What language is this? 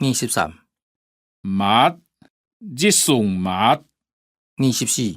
Hakka Chinese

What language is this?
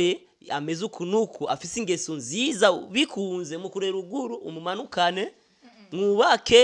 Rundi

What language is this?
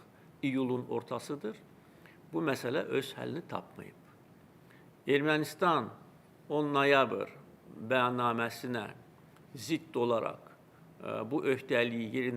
Azerbaijani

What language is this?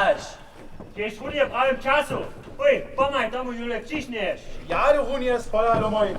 Upper Sorbian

